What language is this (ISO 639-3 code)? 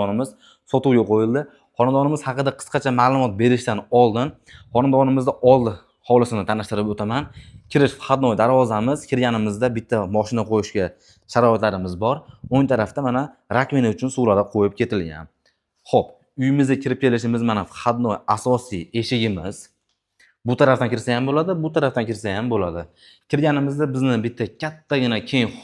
uzb